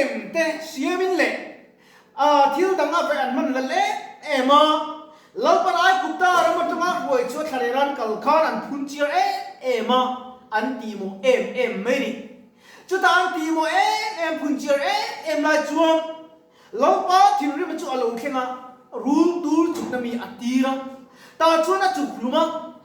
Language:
Mizo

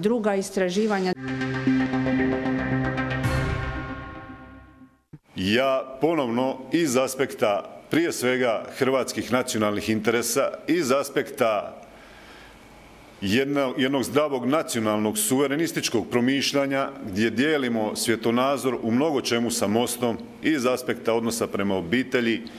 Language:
Croatian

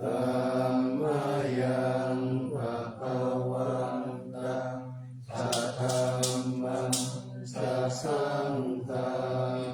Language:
Pali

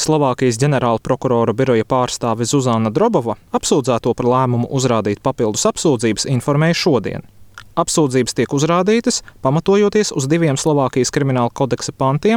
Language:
Latvian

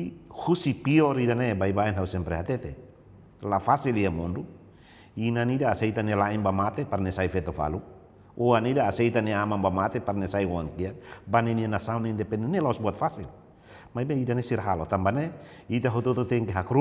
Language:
Tetum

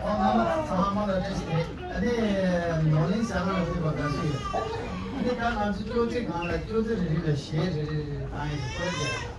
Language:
Tibetan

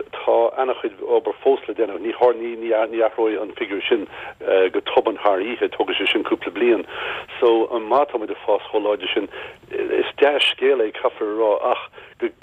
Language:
Irish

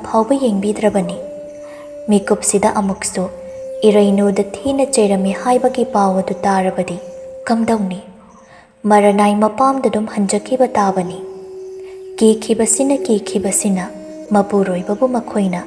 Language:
Manipuri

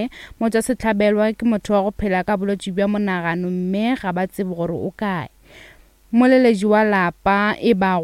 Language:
Northern Sotho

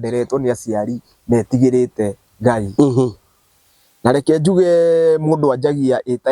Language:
Kikuyu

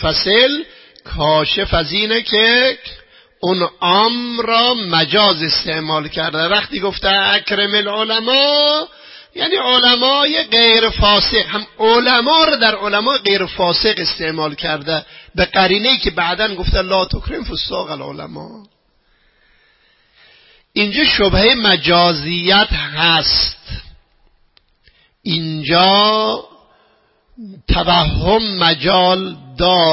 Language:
Persian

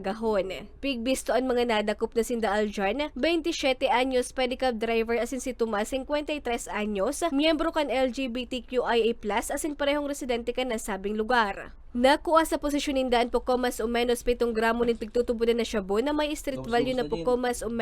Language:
Bikol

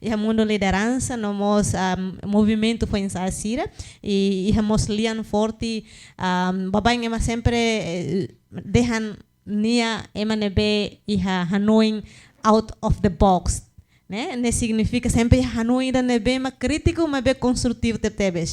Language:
Tetum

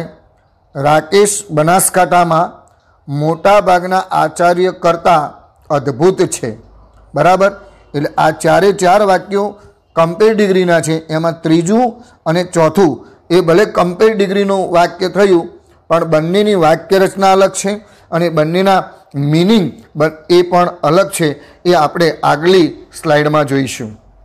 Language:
Gujarati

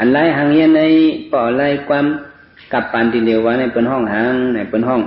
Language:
Shan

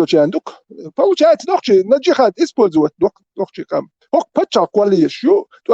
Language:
Chechen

